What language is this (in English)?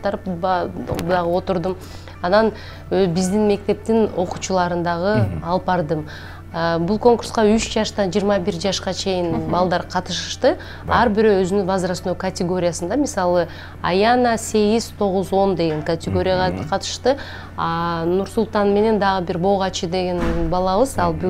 Kyrgyz